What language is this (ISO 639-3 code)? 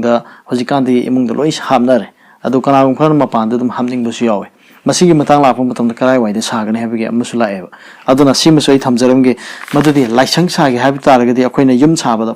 mni